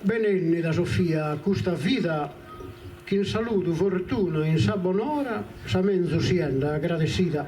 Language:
Sardinian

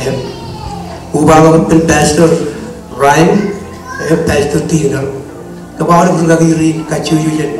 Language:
Marshallese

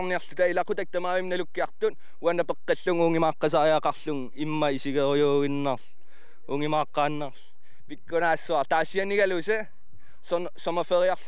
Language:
Kalaallisut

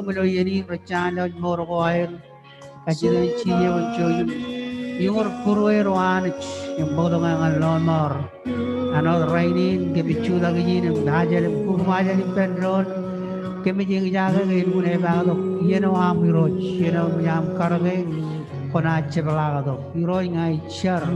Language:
Marshallese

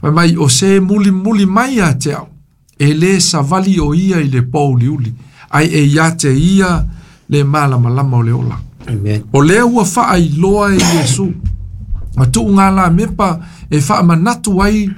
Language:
Samoan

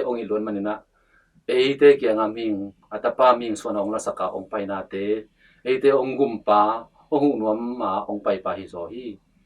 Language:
Tedim Chin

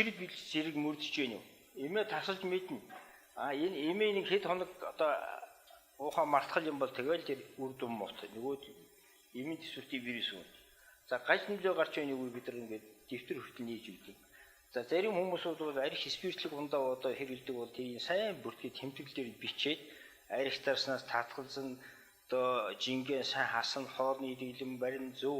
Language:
Mongolian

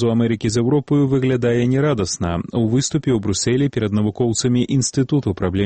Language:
Belarusian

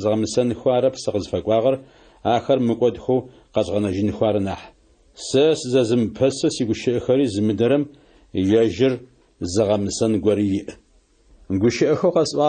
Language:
Adyghe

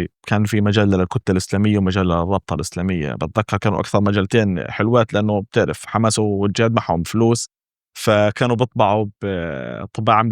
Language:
North Levantine Arabic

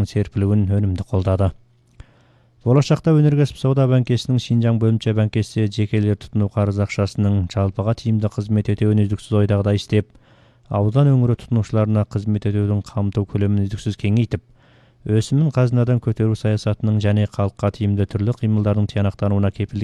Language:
Kazakh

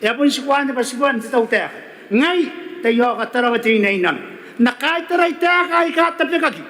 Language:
Gilbertese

